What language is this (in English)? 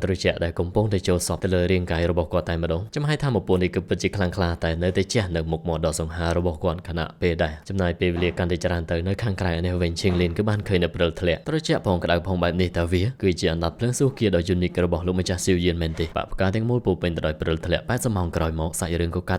Khmer